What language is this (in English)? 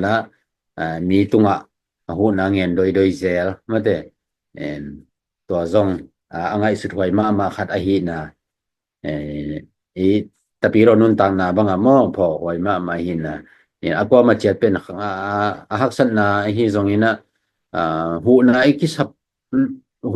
Tedim Chin